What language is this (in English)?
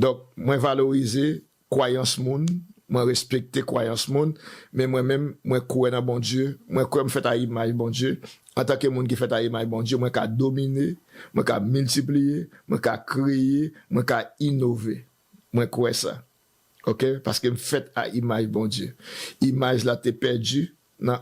Haitian Creole